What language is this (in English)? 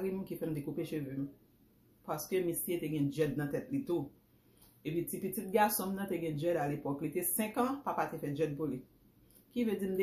Haitian Creole